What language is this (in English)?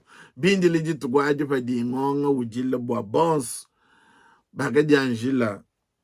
Luba-Lulua